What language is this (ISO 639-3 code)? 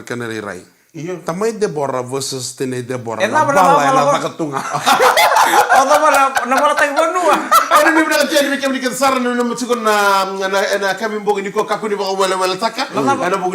fij